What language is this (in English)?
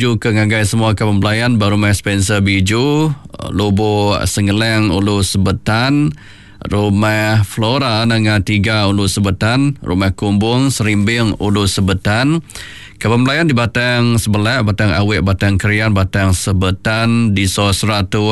Iban